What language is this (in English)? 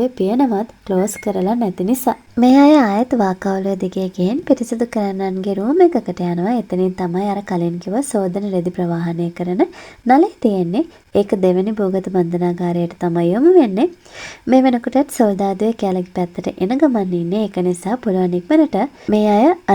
Sinhala